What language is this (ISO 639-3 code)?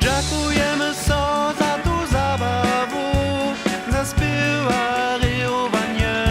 hsb